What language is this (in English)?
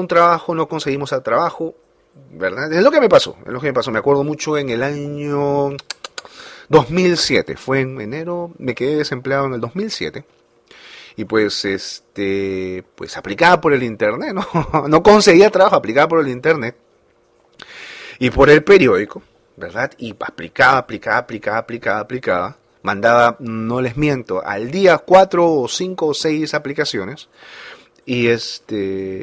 Spanish